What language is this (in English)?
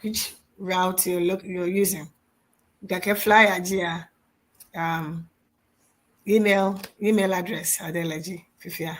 Ewe